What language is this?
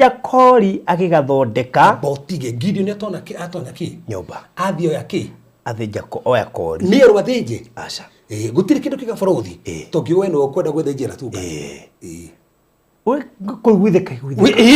Kikuyu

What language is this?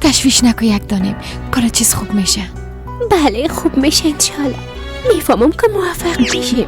Persian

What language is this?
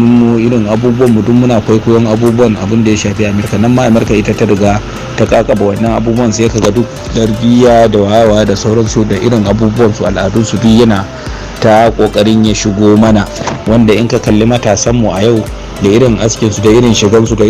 Hausa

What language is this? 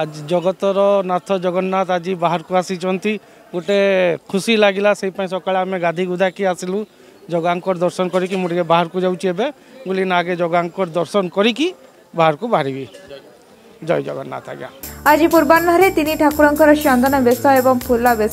Odia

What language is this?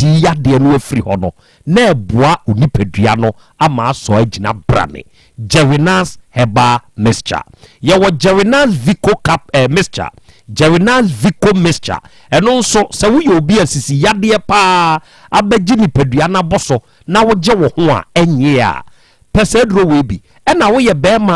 Akan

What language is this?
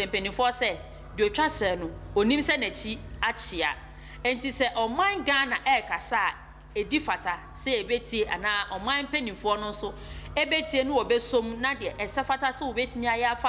Akan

